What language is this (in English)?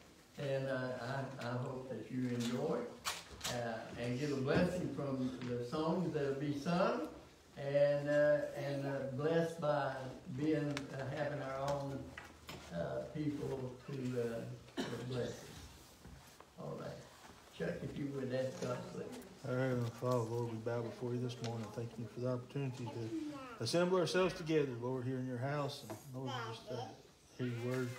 English